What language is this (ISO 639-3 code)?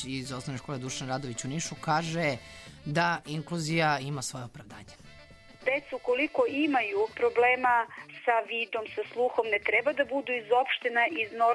srp